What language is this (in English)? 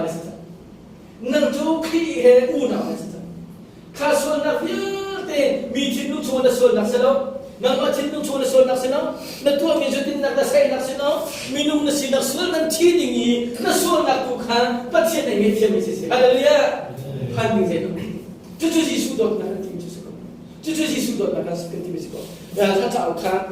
Hakha Chin